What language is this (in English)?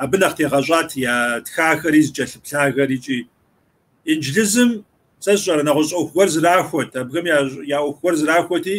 Kabardian